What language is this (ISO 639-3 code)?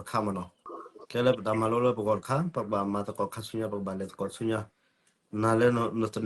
ksw